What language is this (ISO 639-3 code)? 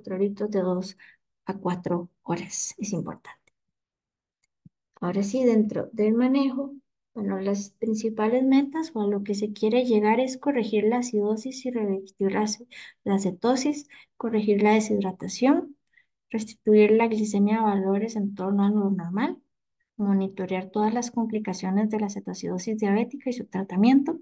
spa